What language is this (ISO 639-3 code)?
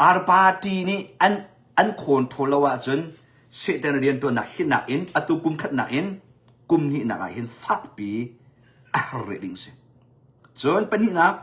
cnh